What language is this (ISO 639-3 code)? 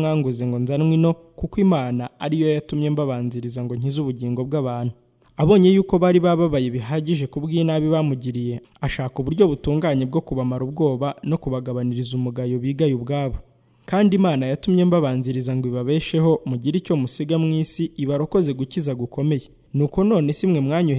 kin